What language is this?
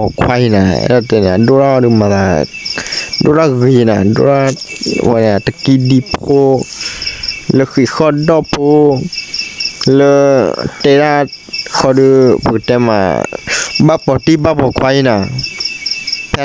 S'gaw Karen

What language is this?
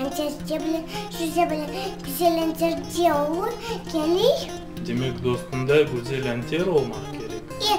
Crimean Tatar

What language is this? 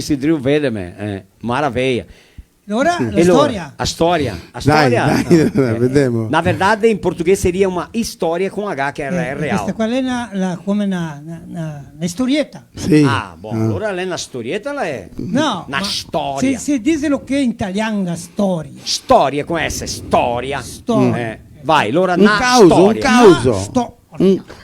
Venetian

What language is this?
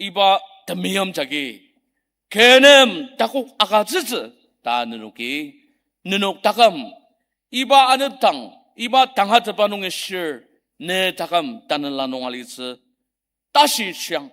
Ao Naga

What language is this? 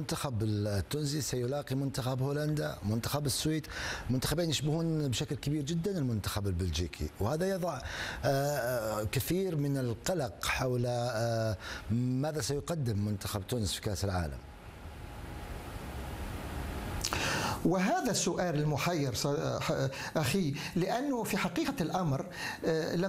Arabic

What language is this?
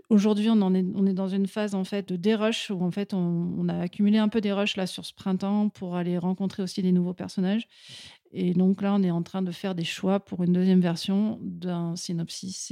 French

